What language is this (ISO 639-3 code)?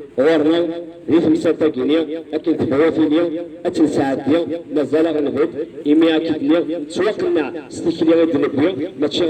kab